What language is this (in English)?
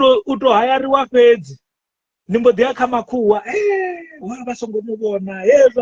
Venda